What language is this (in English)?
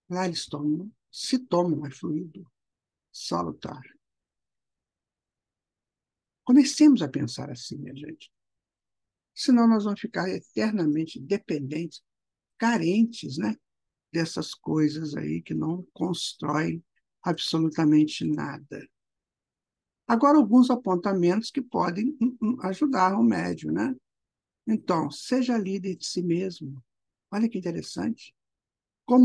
Portuguese